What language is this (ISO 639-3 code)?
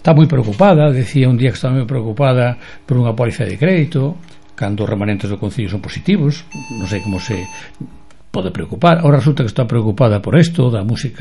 glg